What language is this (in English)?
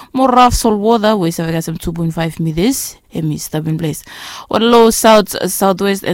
Bislama